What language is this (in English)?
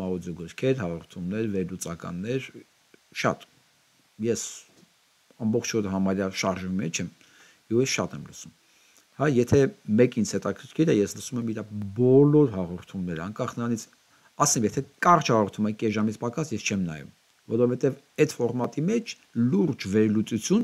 Armenian